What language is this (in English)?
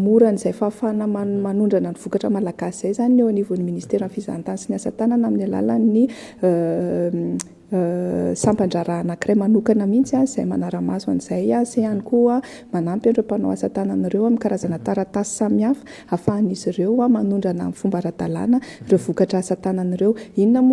Malagasy